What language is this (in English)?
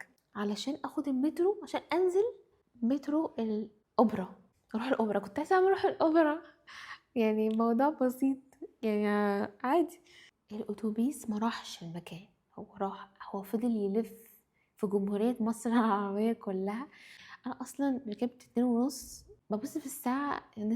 Egyptian Arabic